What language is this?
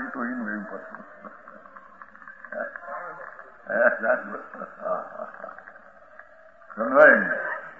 Gujarati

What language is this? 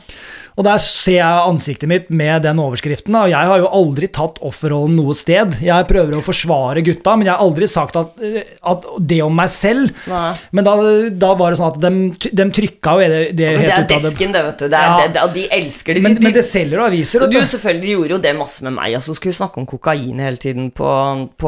Norwegian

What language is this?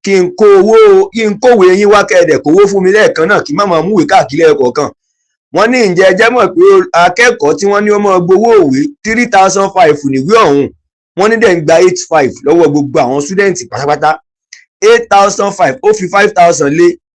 Yoruba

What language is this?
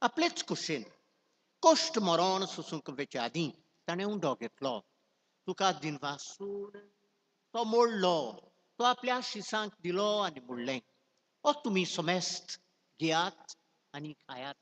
Konkani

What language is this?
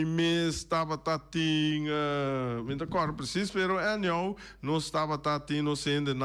Papiamento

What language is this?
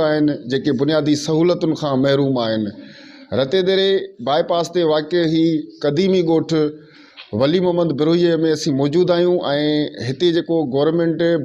Sindhi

